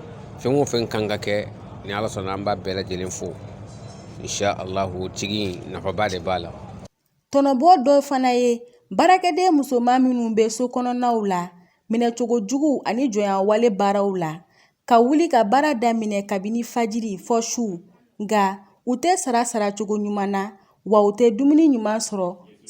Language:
Bambara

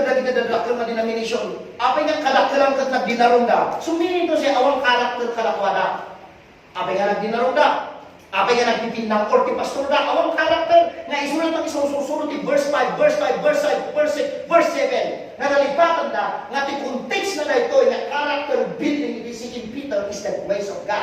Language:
Iloko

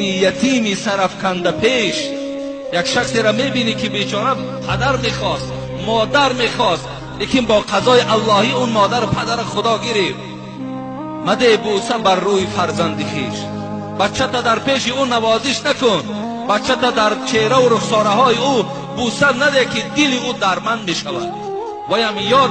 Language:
Tajik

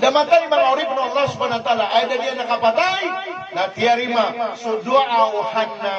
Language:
Maranao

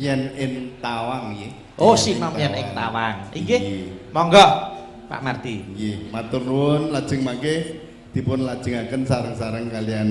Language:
Javanese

